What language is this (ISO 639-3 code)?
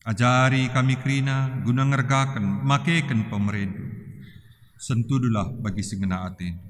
btx